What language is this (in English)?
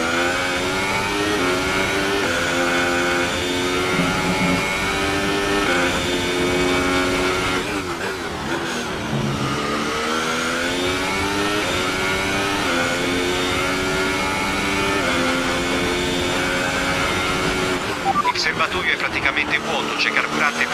Italian